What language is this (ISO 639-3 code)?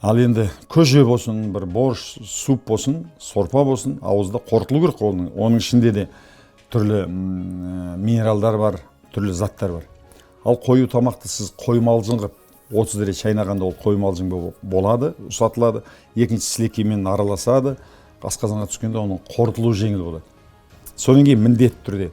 kaz